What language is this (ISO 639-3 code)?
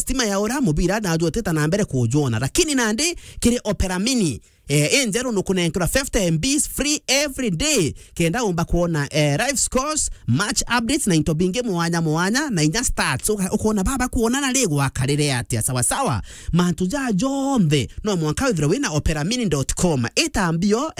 mer